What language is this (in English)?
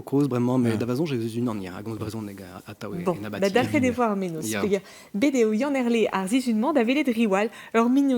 Breton